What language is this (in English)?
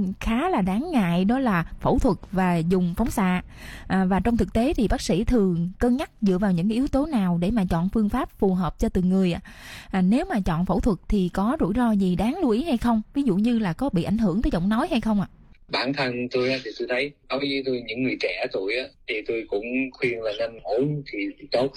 Vietnamese